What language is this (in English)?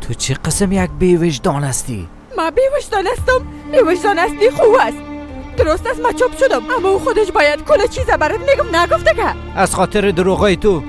Persian